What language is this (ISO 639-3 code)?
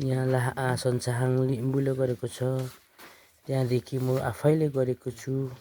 nep